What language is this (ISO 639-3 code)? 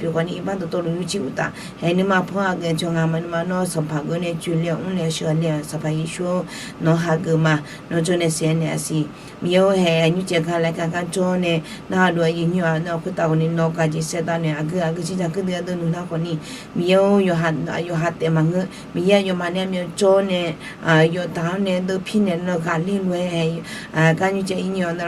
ahk